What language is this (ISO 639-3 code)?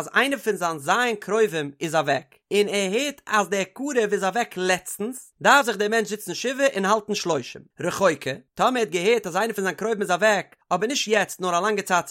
yid